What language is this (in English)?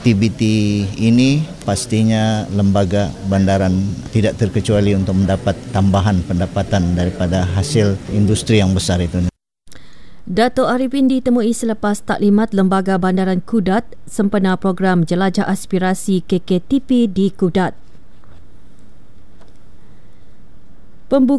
Malay